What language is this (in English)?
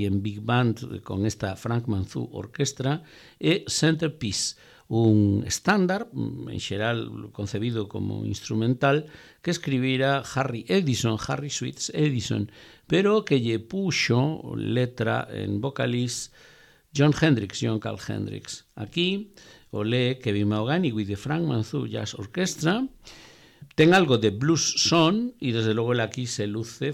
Galician